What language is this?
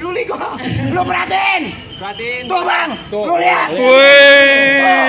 Betawi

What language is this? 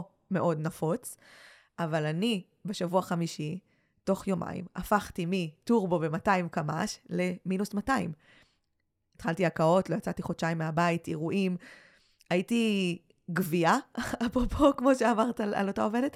Hebrew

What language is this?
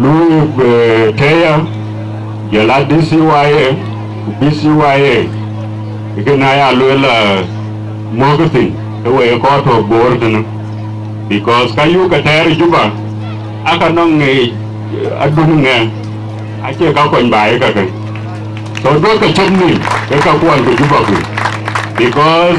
Dinka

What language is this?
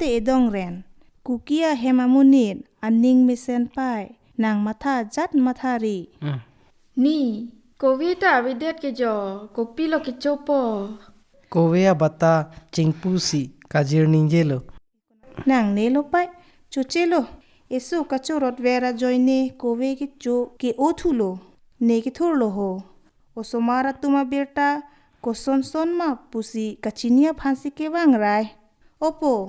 Karbi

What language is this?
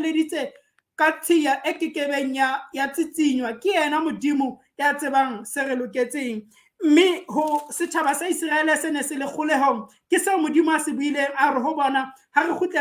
Southern Sotho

